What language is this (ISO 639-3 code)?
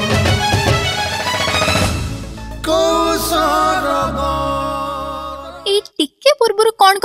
ori